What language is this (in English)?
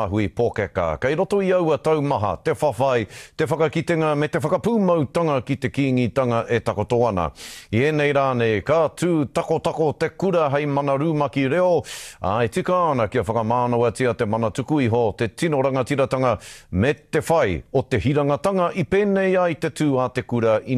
Māori